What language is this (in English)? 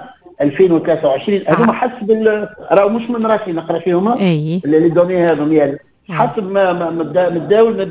Tunisian Arabic